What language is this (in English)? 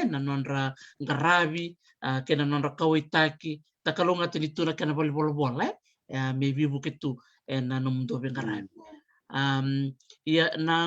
Fijian